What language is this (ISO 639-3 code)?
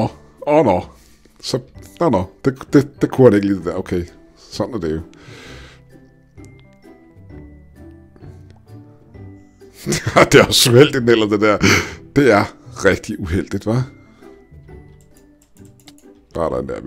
dan